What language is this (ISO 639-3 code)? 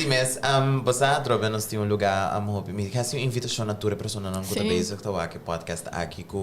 pap